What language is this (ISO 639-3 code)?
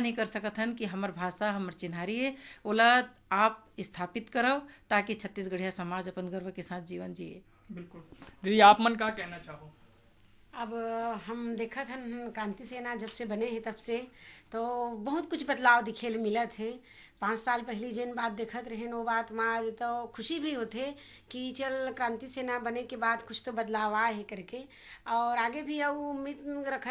hne